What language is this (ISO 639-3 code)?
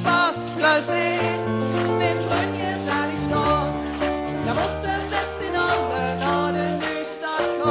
lim